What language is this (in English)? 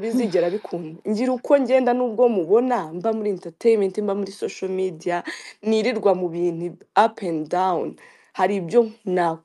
Kinyarwanda